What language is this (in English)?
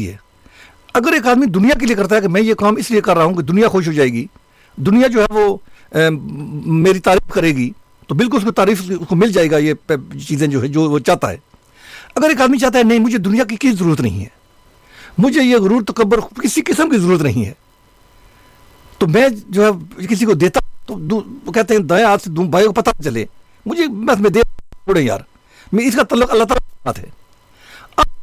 Urdu